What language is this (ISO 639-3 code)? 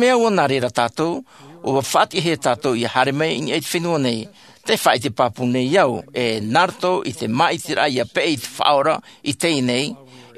tah